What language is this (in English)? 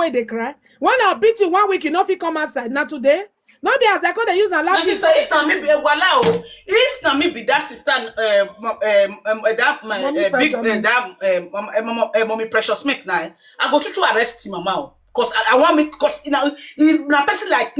Nigerian Pidgin